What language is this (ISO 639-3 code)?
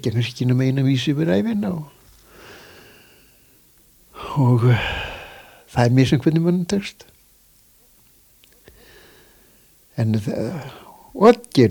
isl